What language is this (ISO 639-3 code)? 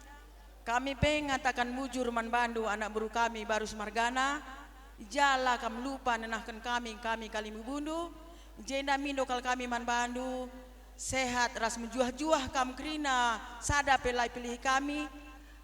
btx